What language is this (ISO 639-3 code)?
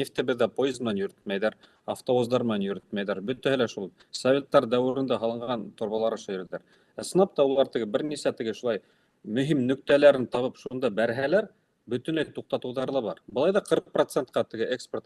bak